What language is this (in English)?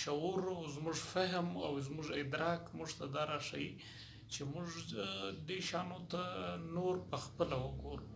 Pashto